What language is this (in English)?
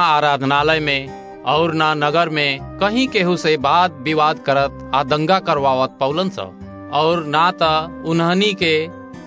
Bhojpuri